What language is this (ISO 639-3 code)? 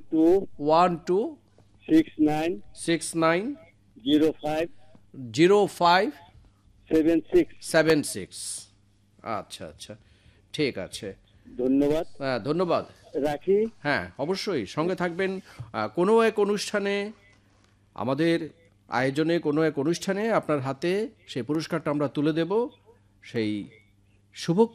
ben